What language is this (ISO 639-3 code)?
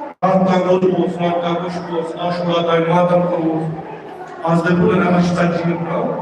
kas